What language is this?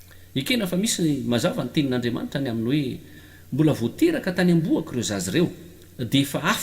Malagasy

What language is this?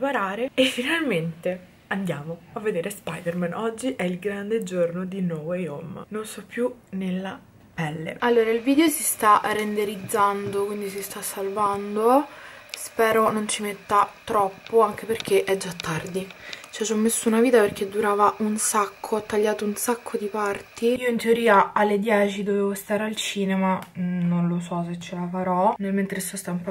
Italian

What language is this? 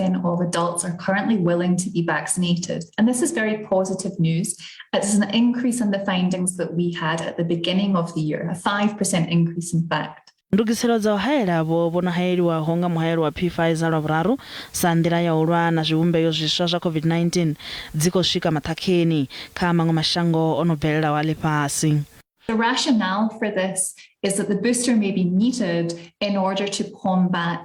Venda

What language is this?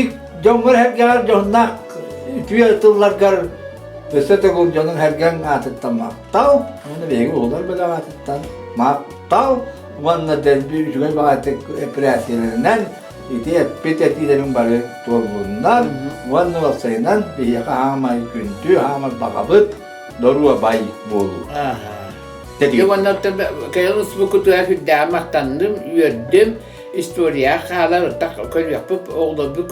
Yakut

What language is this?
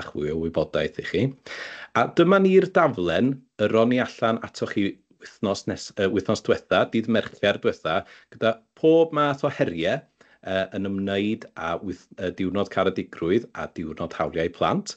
Welsh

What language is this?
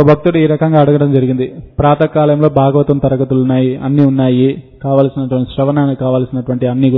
Telugu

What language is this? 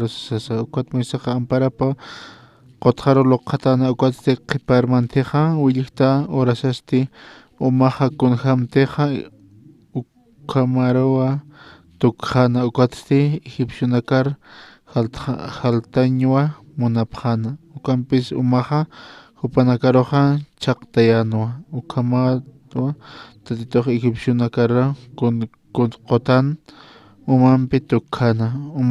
Aymara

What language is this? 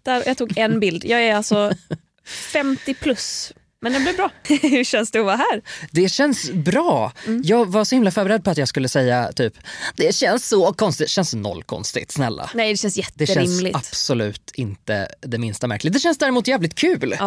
Swedish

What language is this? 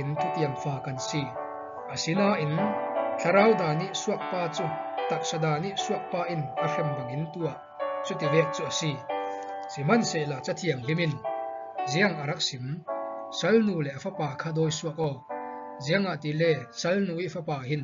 Falam Chin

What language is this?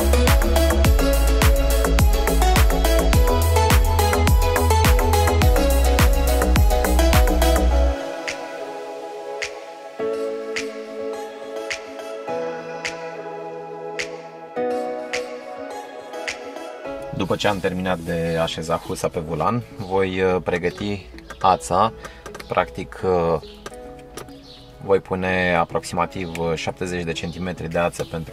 Romanian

